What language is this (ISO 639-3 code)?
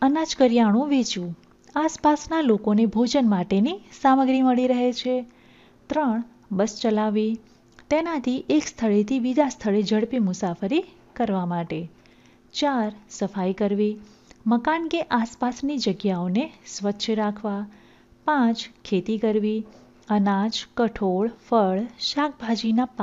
guj